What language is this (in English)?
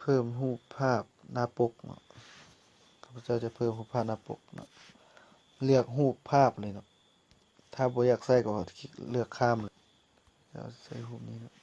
Lao